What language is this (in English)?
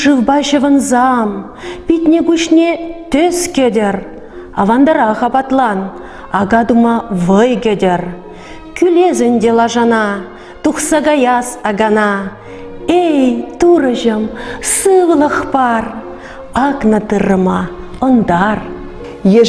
Chuvash